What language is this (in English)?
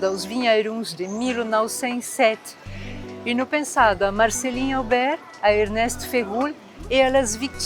Occitan